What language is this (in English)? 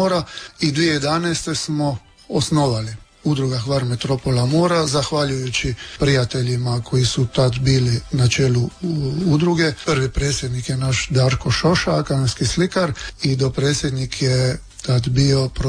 Croatian